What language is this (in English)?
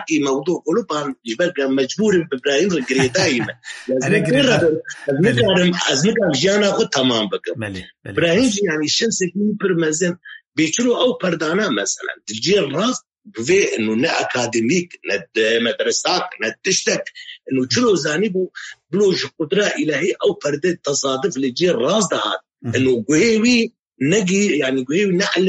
Kurdish